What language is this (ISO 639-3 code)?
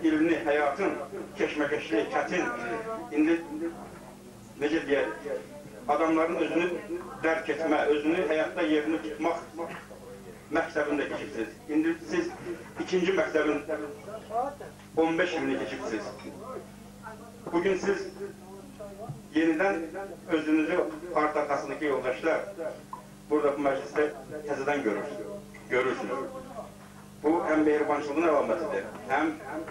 aze